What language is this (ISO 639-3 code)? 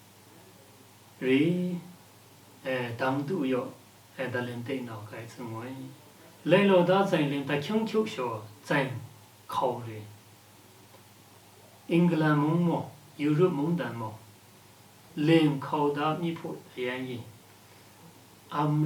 lsi